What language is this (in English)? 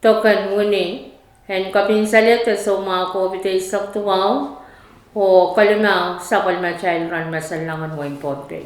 Pohnpeian